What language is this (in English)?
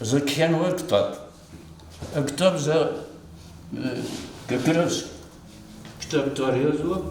Lezghian